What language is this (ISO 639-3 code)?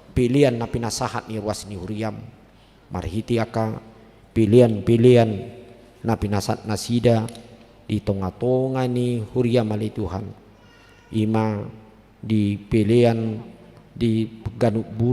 bbc